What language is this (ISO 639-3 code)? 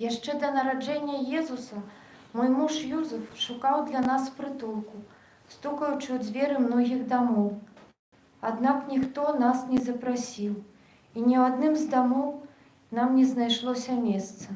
bel